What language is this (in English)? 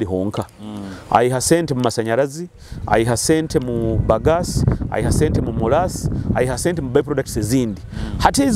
Nyoro